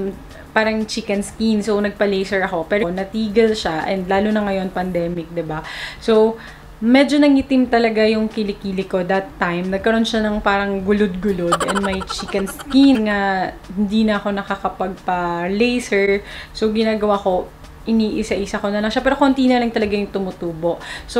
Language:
Filipino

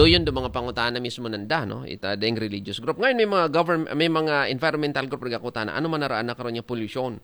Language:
Aklanon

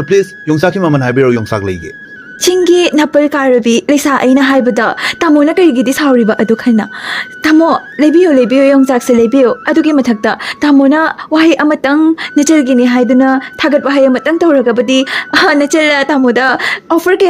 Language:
Manipuri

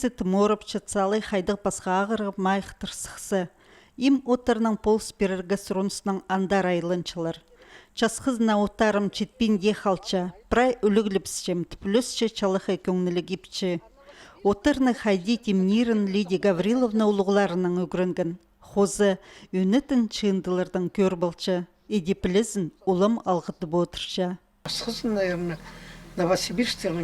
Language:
Khakas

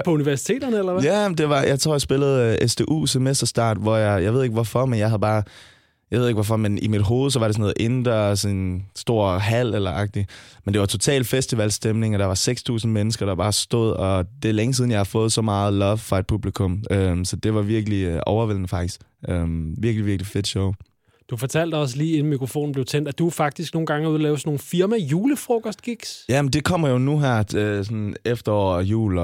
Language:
Danish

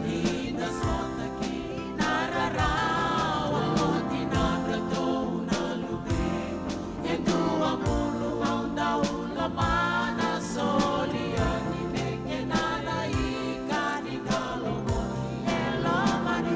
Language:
Fijian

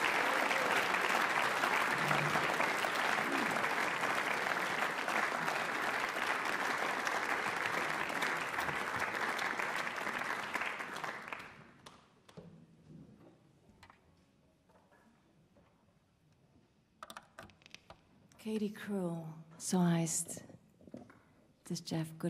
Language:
German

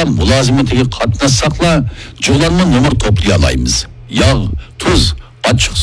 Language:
Uyghur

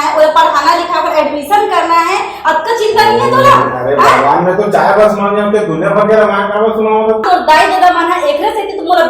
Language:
Chhattisgarhi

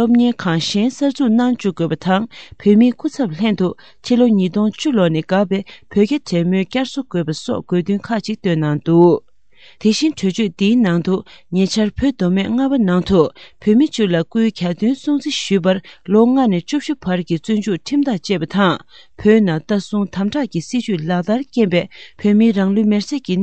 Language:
Tibetan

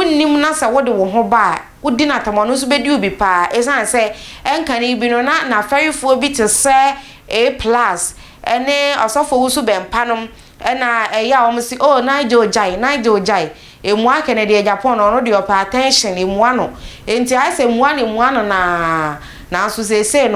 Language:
Akan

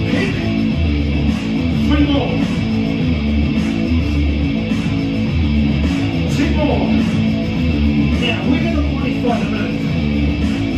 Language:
English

